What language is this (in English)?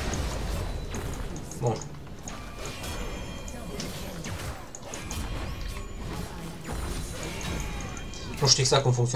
Romanian